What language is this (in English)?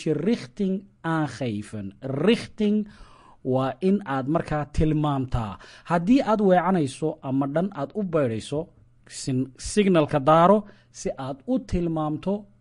Somali